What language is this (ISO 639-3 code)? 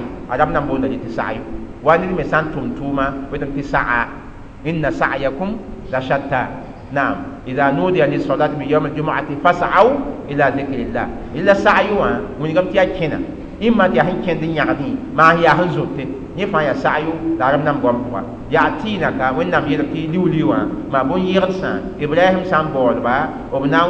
mos